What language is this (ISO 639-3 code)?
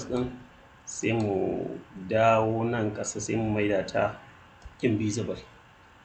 hau